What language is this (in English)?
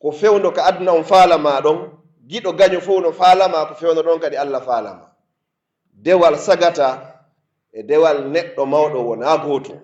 Pular